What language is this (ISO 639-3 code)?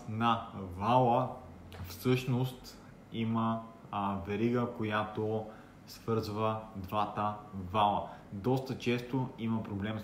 bul